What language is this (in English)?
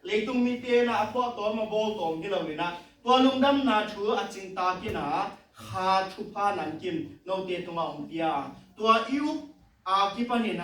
Tedim Chin